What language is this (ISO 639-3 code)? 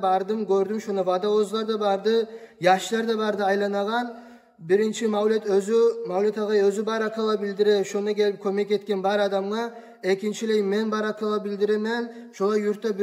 kum